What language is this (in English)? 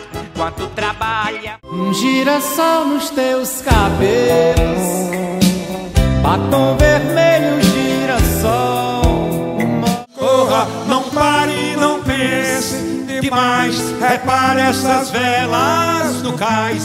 Portuguese